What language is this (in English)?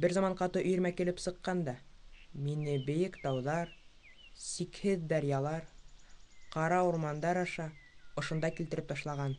Bashkir